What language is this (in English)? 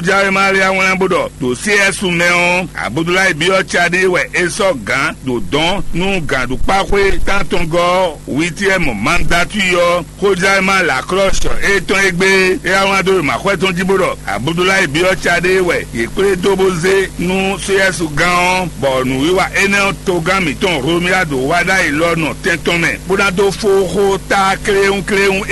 Fon